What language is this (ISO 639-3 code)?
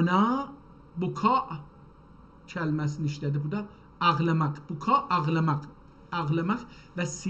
azb